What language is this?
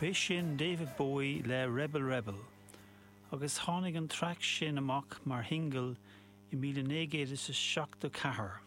Irish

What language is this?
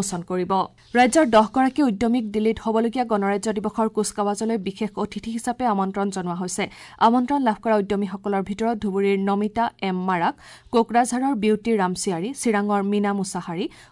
Assamese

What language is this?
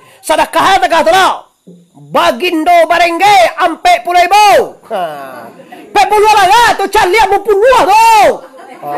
Minangkabau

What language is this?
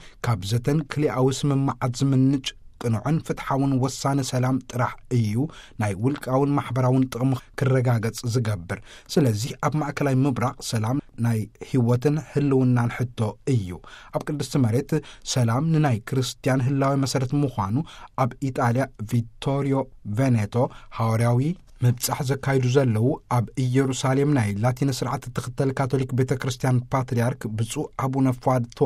Tigrinya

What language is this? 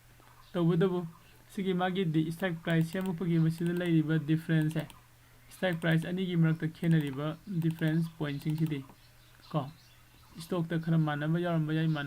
Manipuri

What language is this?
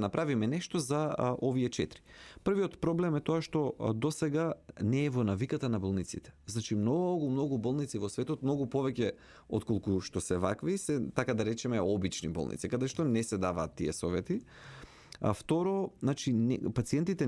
Macedonian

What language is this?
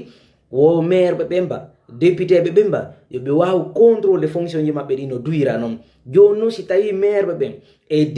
Fula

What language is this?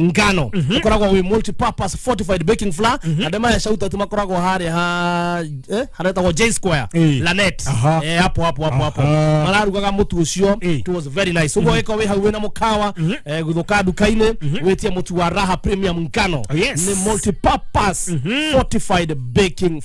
Kikuyu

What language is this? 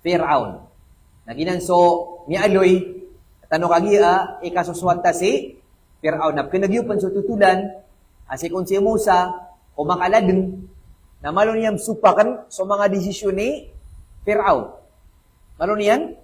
Maranao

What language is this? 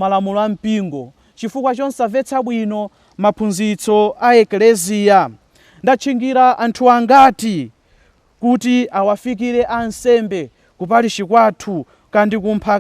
Nyanja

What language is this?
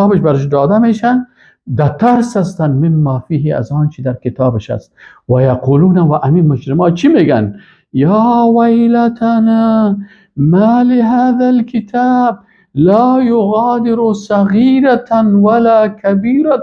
Persian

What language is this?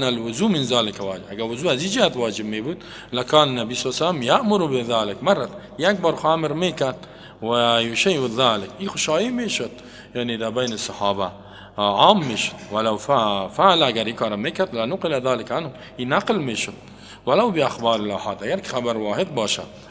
Persian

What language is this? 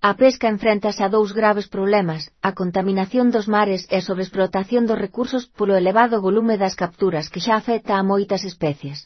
Galician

